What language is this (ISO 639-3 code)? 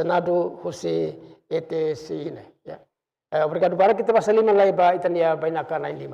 tet